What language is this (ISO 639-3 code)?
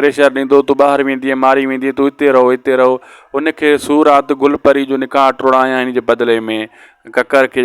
snd